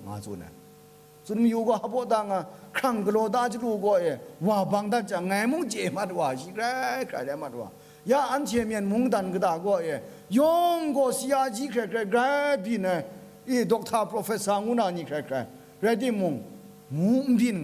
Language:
Kachin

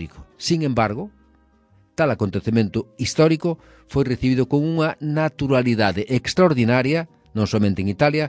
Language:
Galician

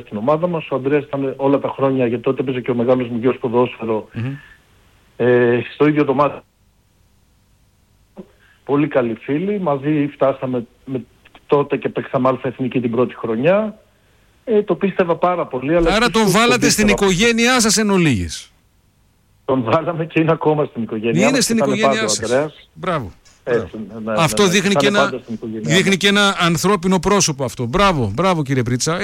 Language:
Greek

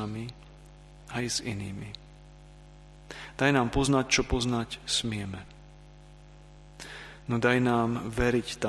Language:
Slovak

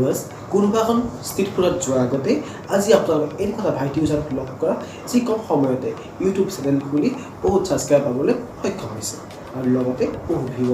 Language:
Assamese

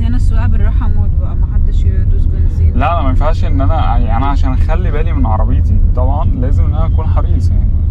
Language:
Egyptian Arabic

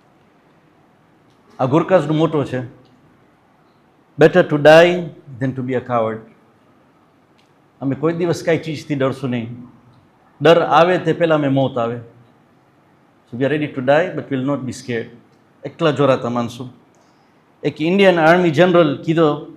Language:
Gujarati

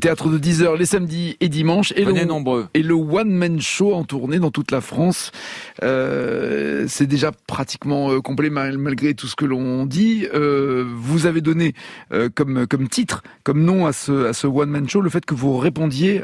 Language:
French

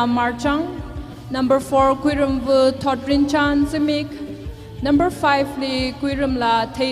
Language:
Tangkhul Naga (India)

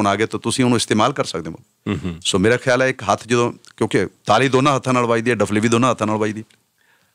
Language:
Punjabi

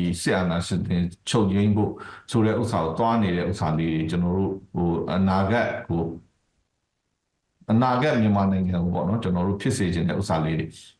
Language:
Burmese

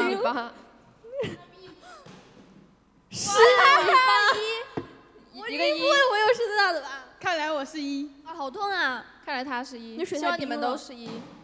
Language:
Chinese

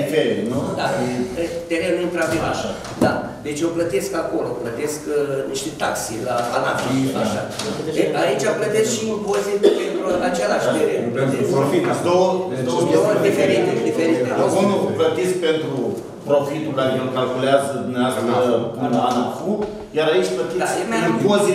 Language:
Romanian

